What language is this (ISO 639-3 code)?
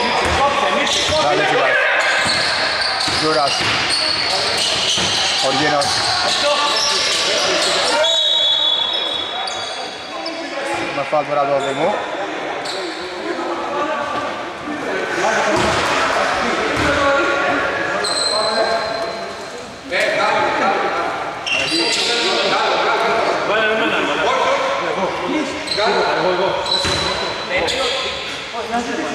ell